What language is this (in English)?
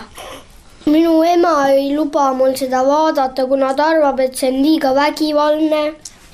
Estonian